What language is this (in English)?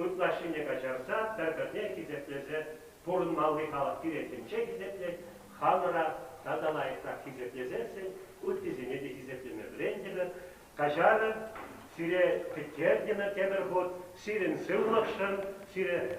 Chuvash